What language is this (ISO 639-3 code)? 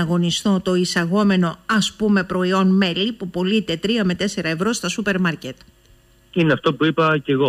ell